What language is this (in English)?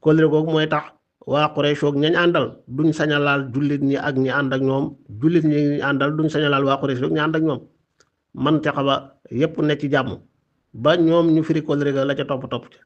Wolof